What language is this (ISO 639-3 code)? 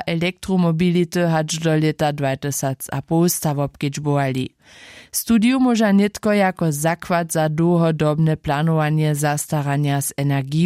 hsb